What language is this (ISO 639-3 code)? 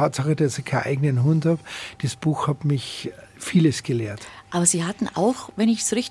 deu